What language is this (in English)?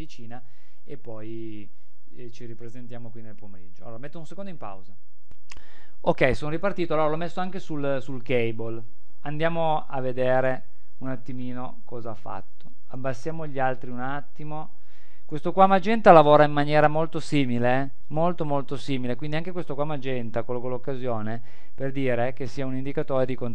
Italian